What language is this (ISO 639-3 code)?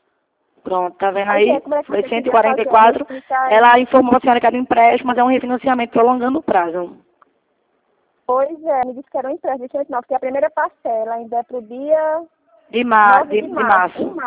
por